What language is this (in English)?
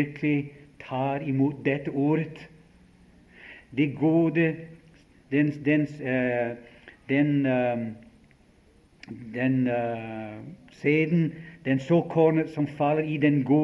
Norwegian